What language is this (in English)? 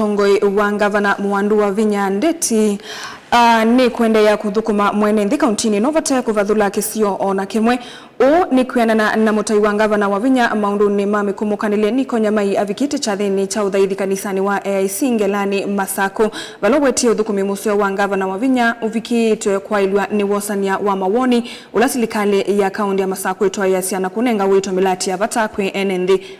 Kamba